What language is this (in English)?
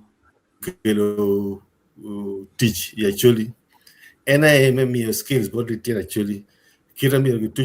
Acoli